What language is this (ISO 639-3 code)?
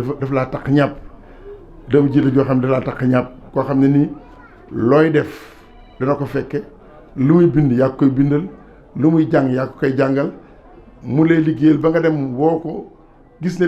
wol